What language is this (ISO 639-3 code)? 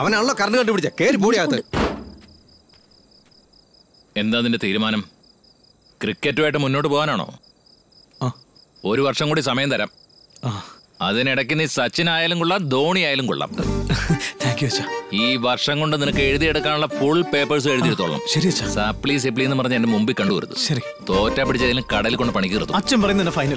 mal